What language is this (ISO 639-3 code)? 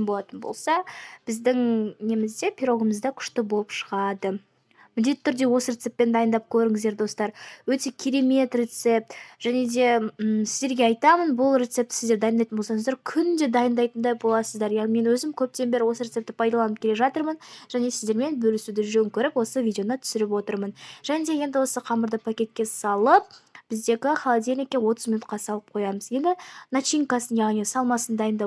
kaz